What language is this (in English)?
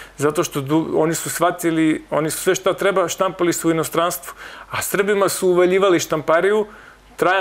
Serbian